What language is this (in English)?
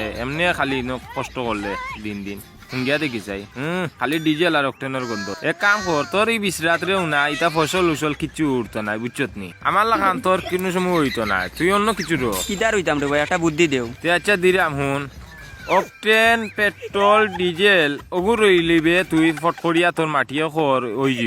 Sylheti